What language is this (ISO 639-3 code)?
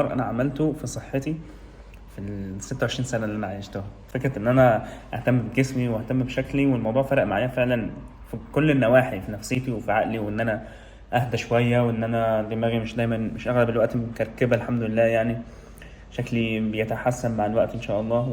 arz